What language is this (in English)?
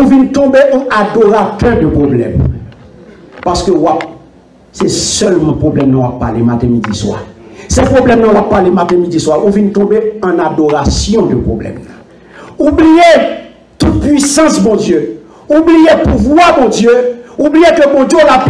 Haitian Creole